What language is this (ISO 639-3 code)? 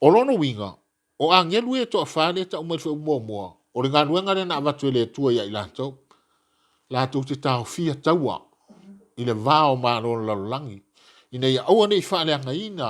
smo